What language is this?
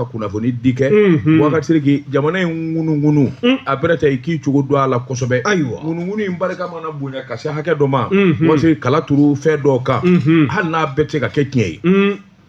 Bambara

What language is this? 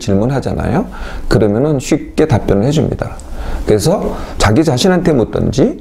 Korean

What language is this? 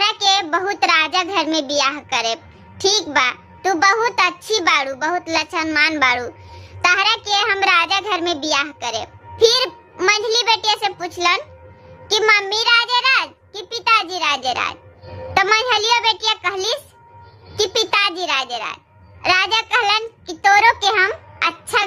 Bhojpuri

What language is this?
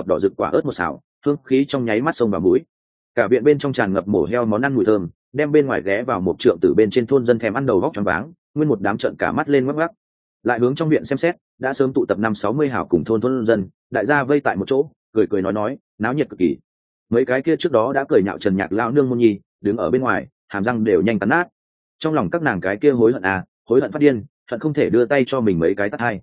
Vietnamese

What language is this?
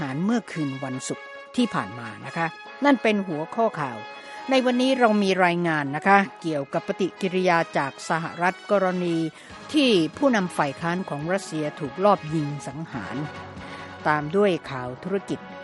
Thai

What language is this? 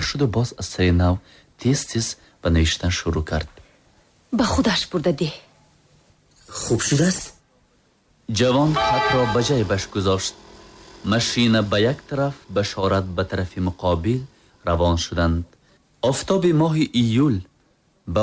Tajik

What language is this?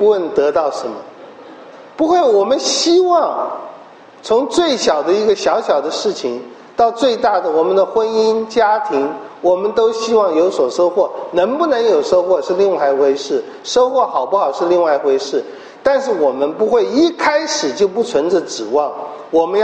Chinese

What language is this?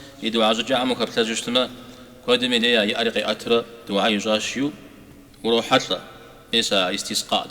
Kabardian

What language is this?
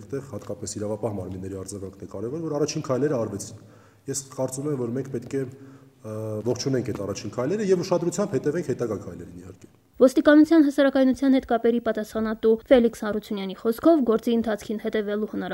Armenian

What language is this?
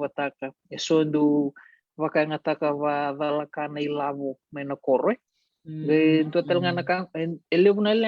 Fijian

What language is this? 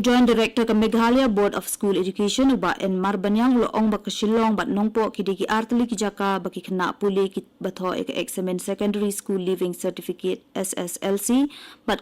Khasi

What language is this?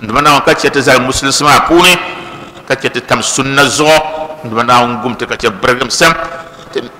Dagbani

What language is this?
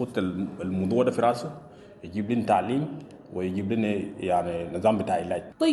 Sudanese Arabic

